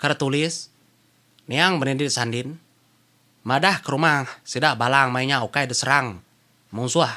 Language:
Iban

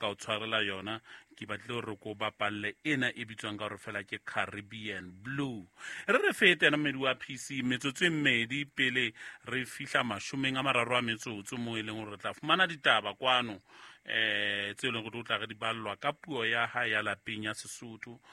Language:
Southern Sotho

